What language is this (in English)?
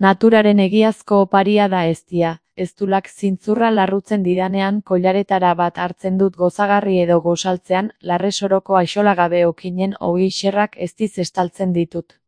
Basque